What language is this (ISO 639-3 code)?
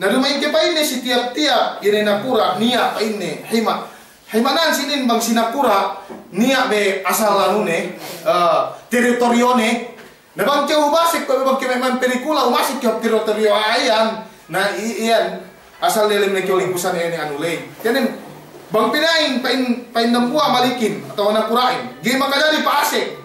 yka